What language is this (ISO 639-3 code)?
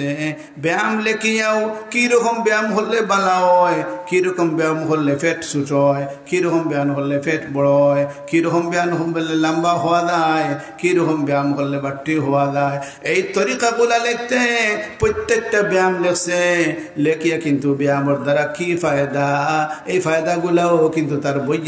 syl